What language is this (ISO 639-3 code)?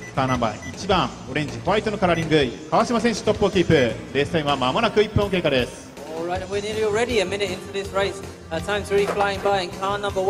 jpn